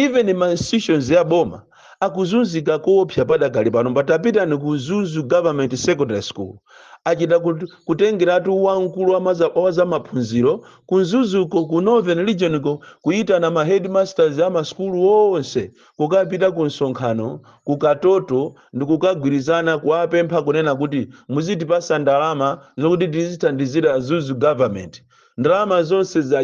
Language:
Nyanja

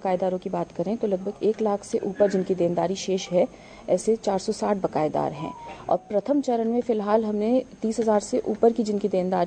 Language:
Hindi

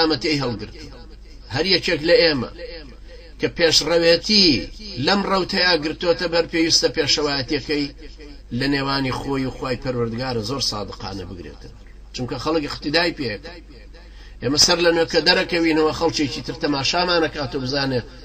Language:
Central Kurdish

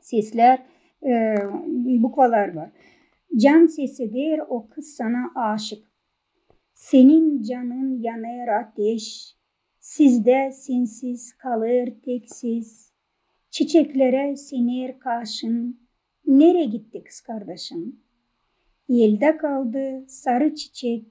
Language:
Gagauz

